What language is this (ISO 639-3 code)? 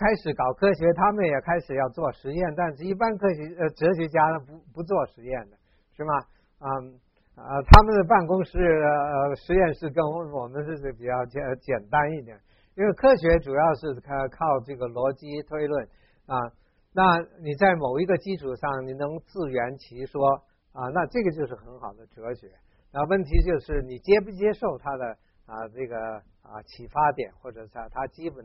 zho